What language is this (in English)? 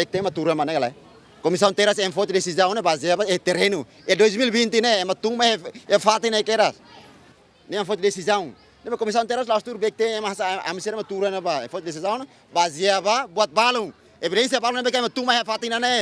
Tetum